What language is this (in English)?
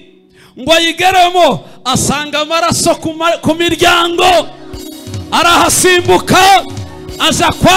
Kinyarwanda